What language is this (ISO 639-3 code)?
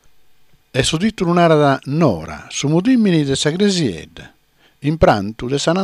srd